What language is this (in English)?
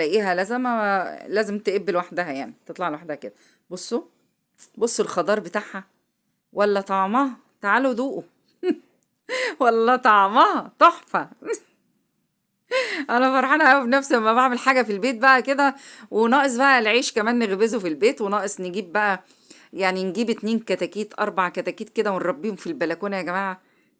Egyptian Arabic